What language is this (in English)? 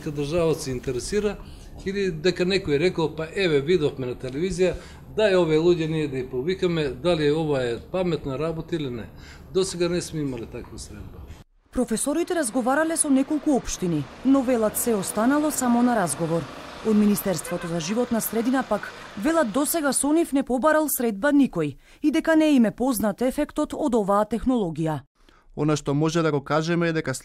Macedonian